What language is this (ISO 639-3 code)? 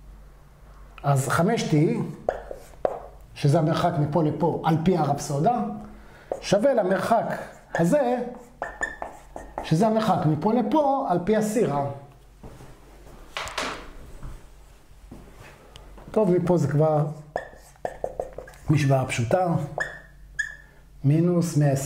heb